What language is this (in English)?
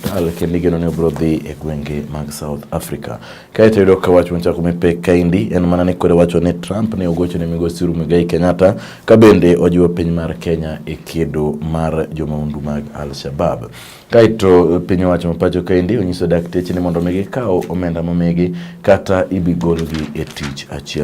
Luo (Kenya and Tanzania)